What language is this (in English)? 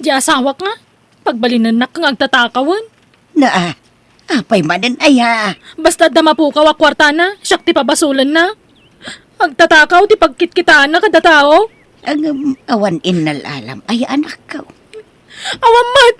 Iloko